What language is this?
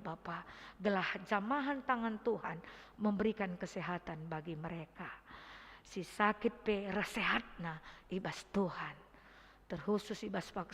Batak Karo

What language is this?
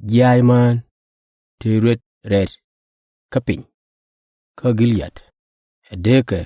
Nuer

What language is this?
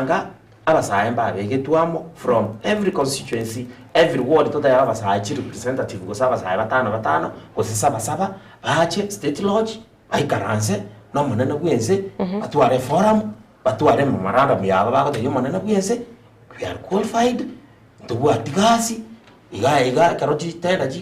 Gusii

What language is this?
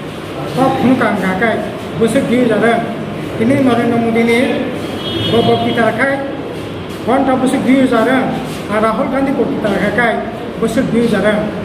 Riang (India)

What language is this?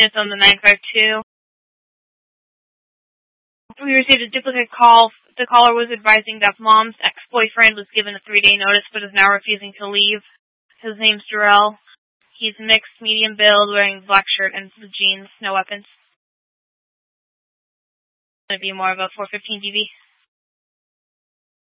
English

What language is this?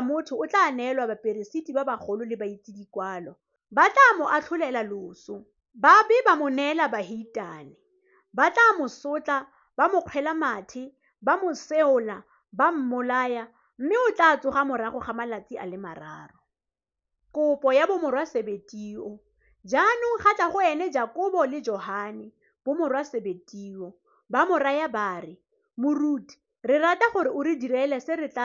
Tswana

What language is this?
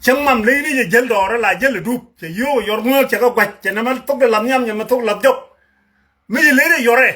Nuer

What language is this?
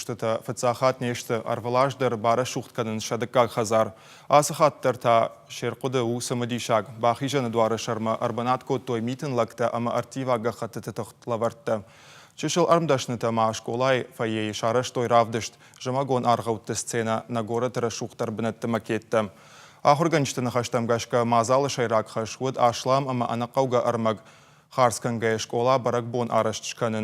Ossetic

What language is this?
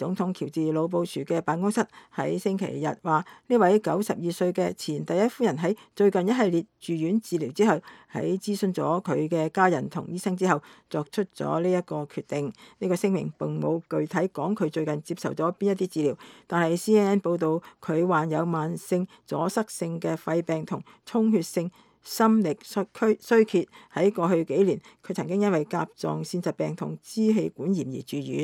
Cantonese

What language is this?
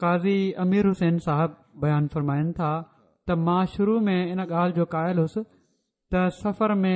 Sindhi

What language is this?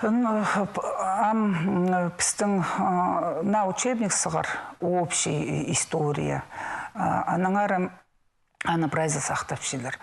Khakas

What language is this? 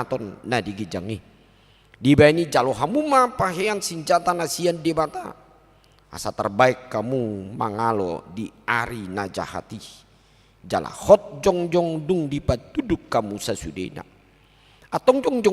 Batak Toba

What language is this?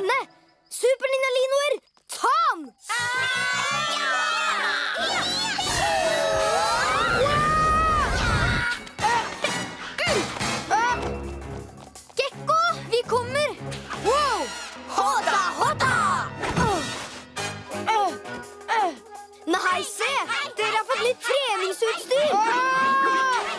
Norwegian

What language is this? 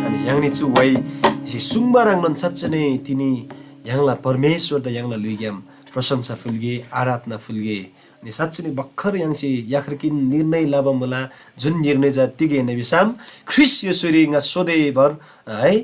Eastern Tamang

